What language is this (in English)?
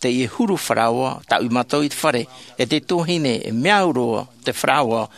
Tahitian